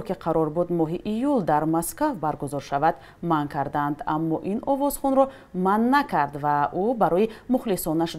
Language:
Tajik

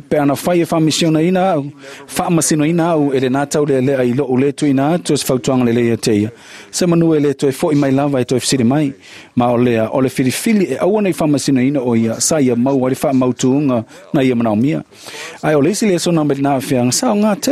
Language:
Samoan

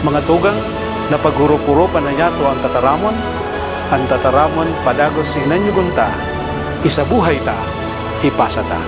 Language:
Bikol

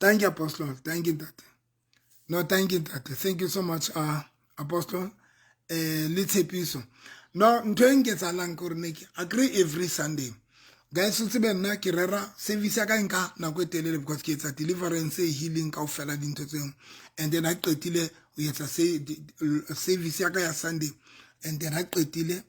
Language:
Southern Sotho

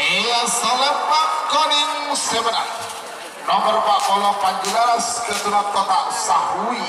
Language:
Madurese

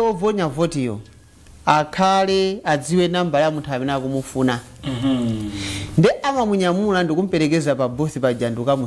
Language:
Nyanja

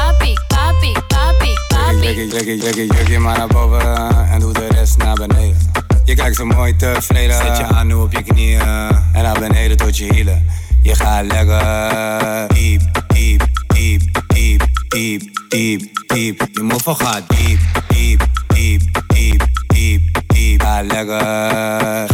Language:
Dutch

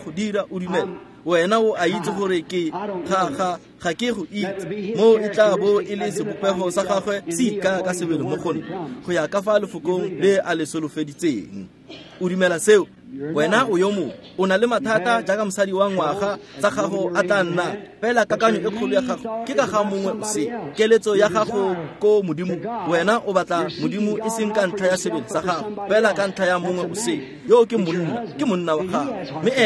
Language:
Tswana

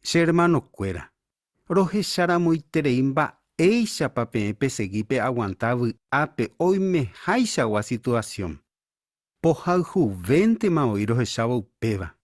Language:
Guarani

